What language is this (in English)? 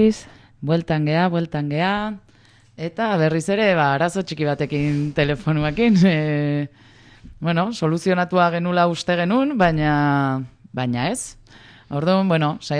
Basque